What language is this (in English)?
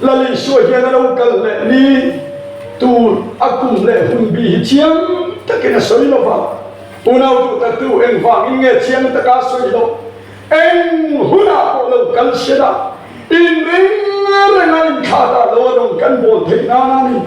Mizo